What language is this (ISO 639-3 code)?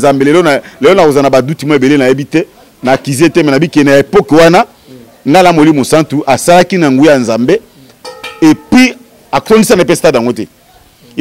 lin